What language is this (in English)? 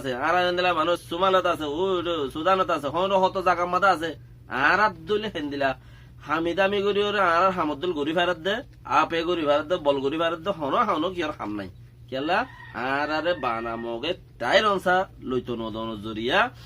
Rohingya